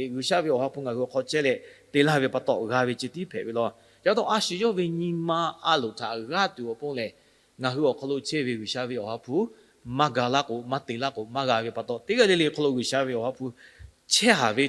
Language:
Lahu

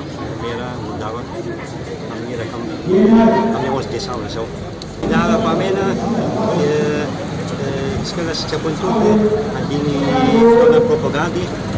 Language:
Malagasy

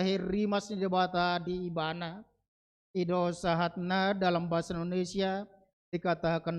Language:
Batak Toba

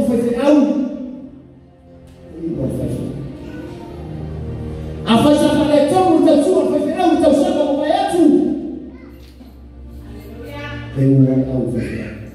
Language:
Samoan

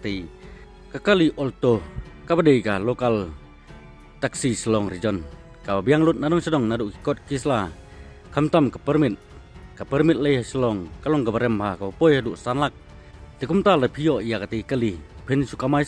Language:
Khasi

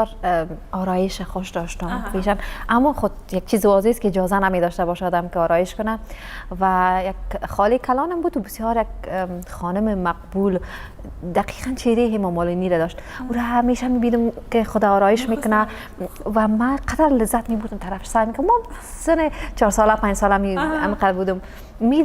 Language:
Tajik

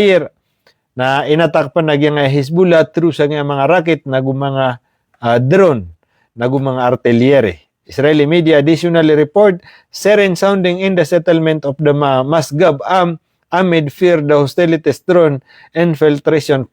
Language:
Maranao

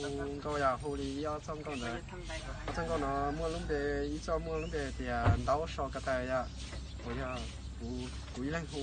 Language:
Hmong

